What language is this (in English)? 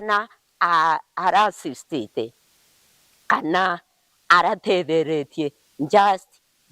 Meru